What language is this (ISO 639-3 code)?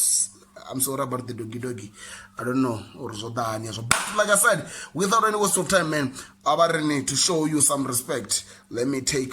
ven